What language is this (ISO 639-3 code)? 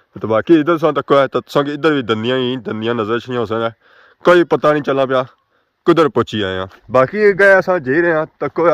phr